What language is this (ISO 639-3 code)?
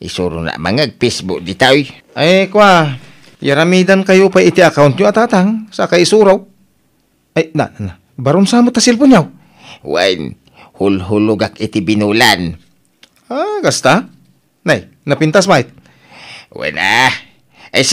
ilo